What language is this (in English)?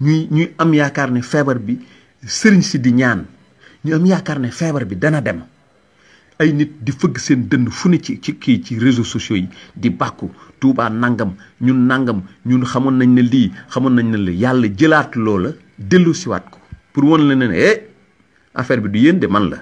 Wolof